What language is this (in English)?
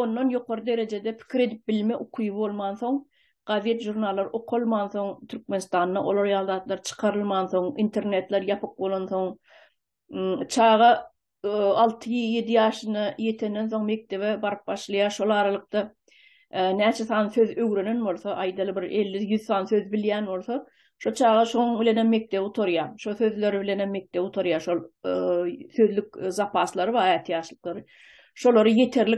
Turkmen